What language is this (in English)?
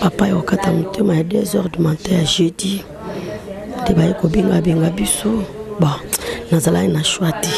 Lingala